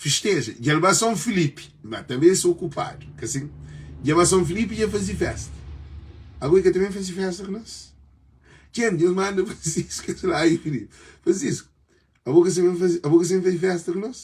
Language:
Kabuverdianu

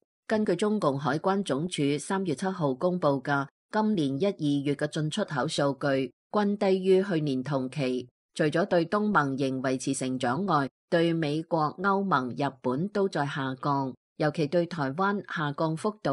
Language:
Cantonese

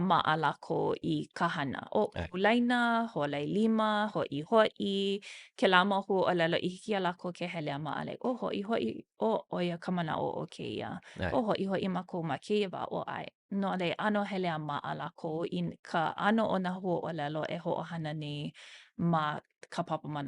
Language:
Hawaiian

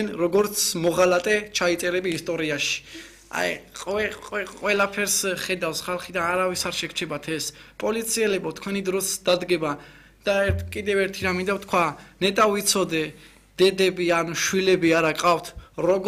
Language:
Georgian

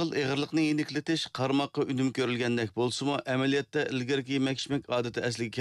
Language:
Uyghur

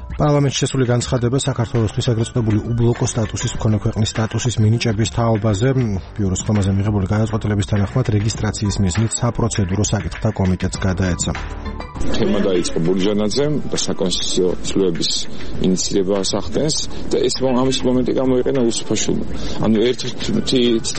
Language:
Georgian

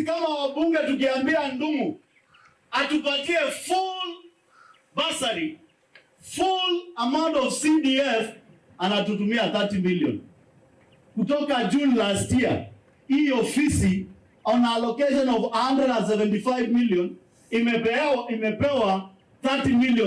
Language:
Kamba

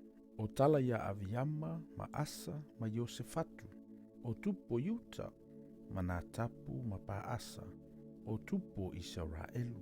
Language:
Samoan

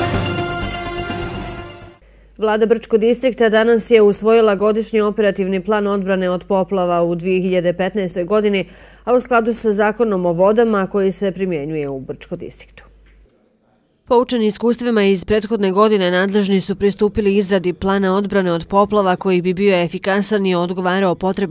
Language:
Bosnian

